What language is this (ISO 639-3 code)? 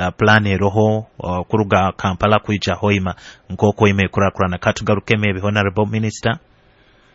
nyo